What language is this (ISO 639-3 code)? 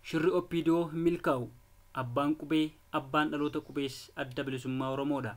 orm